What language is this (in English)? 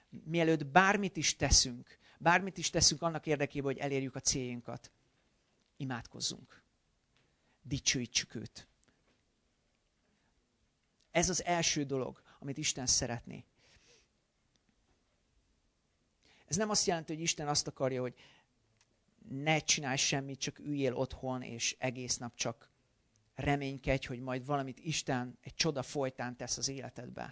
Hungarian